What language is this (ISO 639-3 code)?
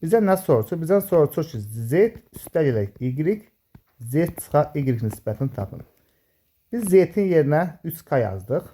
aze